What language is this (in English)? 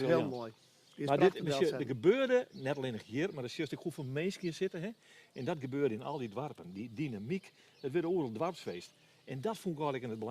Western Frisian